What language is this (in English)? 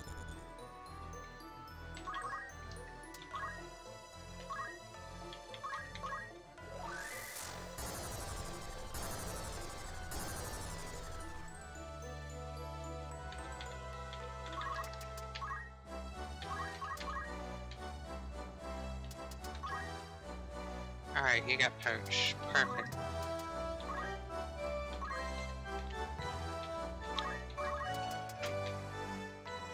English